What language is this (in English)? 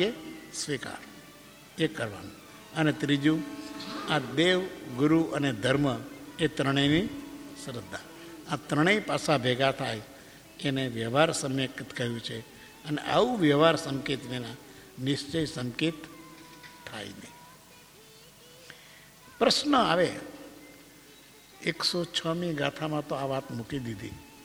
Gujarati